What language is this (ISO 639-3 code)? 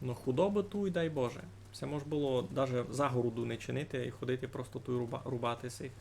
rue